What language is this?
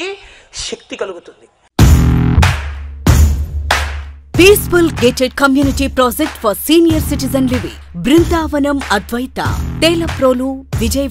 Telugu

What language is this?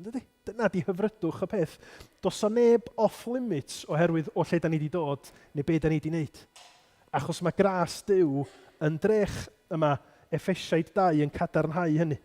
Welsh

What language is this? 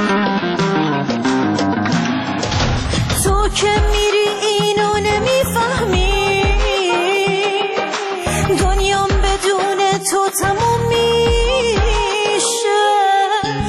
Persian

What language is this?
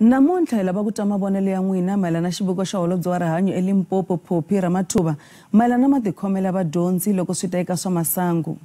Tsonga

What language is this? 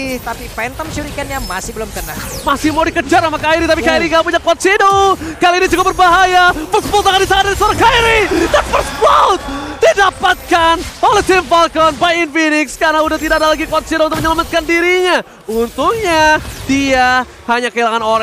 Indonesian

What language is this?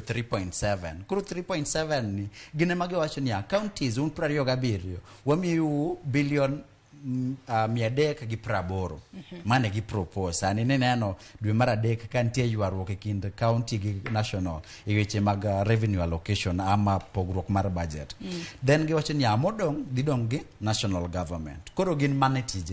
Luo (Kenya and Tanzania)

